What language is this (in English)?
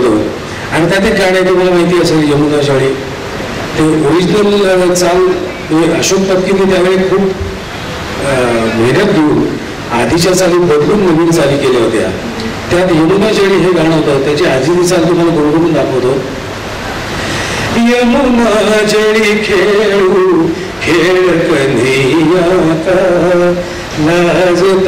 Marathi